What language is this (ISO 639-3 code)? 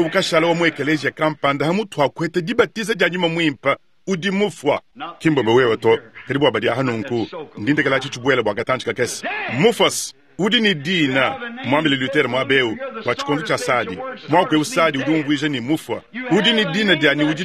lua